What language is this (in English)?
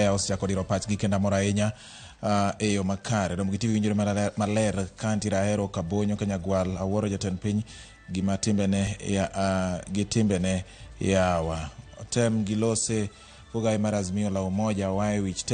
Luo (Kenya and Tanzania)